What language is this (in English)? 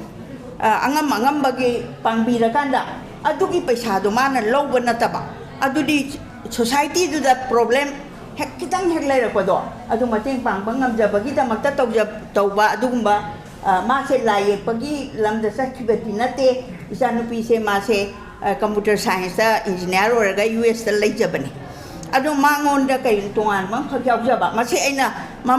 Manipuri